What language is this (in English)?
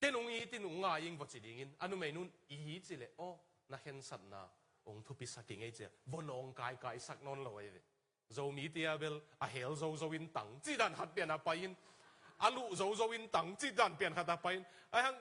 Tedim Chin